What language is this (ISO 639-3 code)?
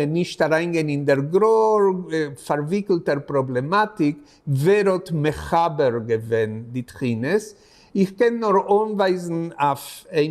yid